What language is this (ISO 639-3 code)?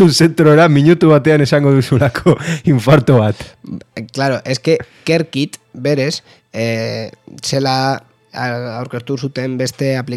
eus